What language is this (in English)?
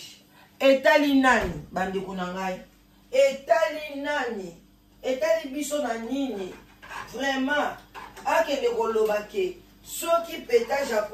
Lingala